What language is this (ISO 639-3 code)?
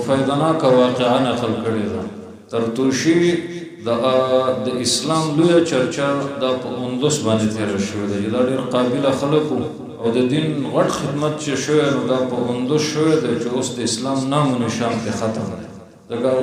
pus